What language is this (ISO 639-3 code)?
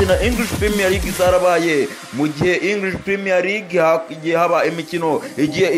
kin